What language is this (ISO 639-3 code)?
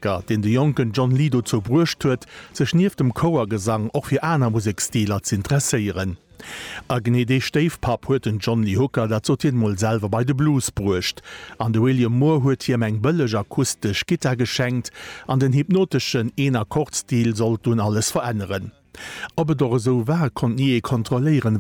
ltz